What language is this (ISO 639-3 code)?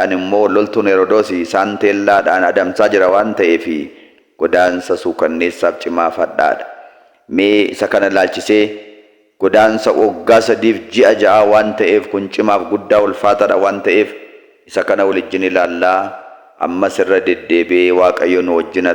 orm